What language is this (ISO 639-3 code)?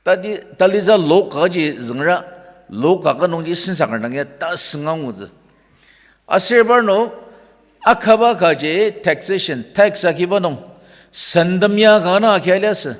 njo